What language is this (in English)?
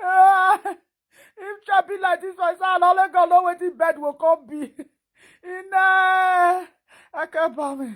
Nigerian Pidgin